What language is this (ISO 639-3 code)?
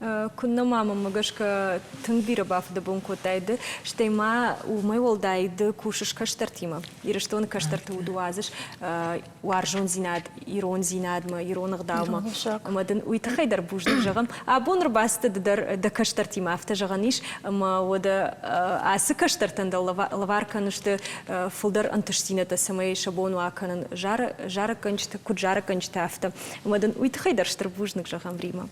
oss